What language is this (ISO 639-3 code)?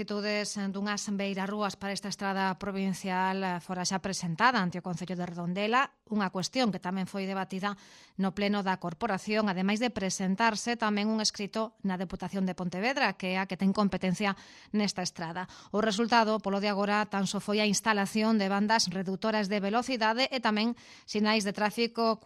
glg